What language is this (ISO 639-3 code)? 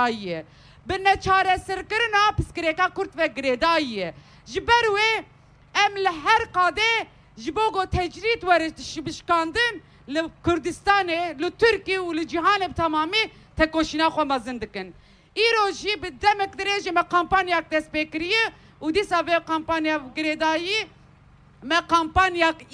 kur